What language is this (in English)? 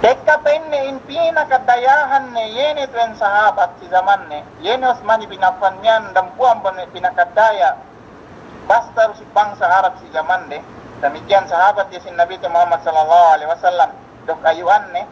Yakan